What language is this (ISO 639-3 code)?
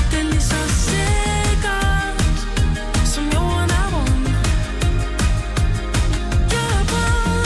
dan